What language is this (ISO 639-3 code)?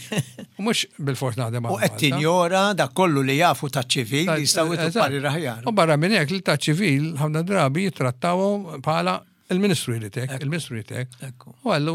mlt